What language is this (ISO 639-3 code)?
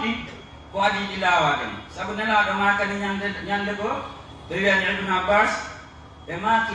fuf